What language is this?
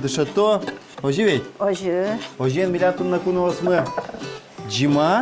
Udmurt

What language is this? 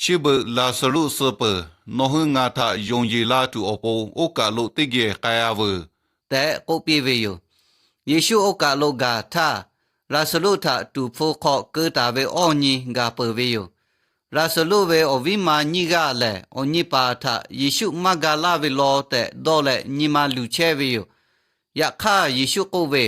Lahu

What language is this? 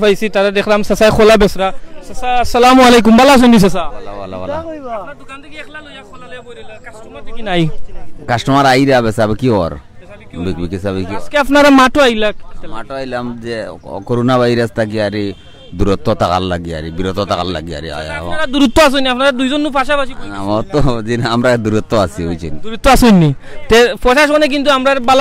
Sylheti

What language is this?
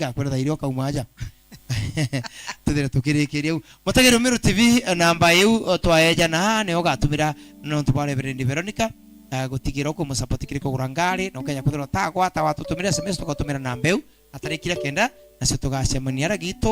Meru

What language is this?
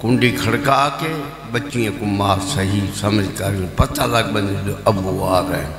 Saraiki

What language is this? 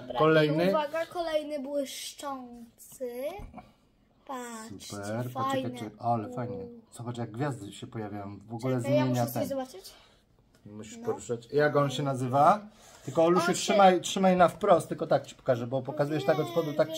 Polish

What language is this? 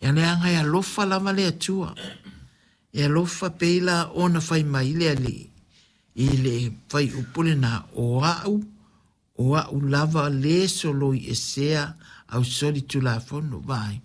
Samoan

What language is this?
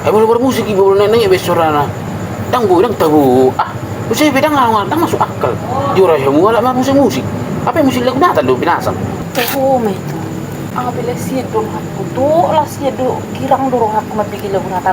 Batak Toba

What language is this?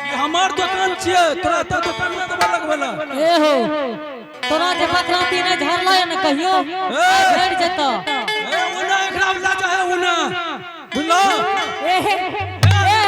Angika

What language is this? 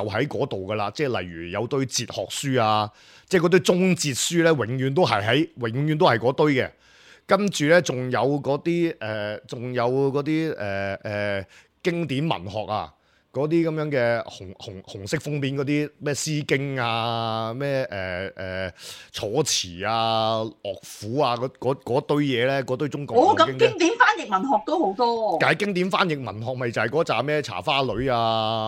Cantonese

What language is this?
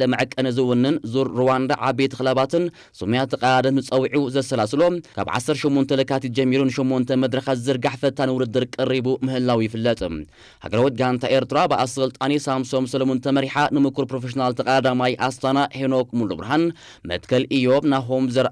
Tigrinya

